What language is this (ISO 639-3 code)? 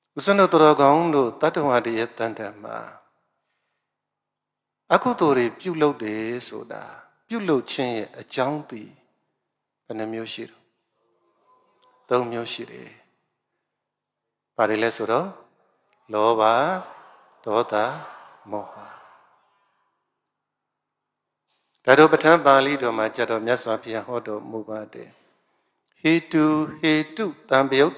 mya